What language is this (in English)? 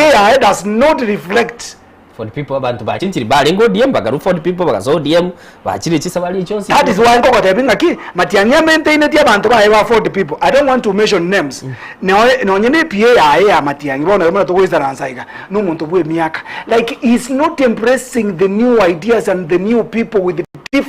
Gusii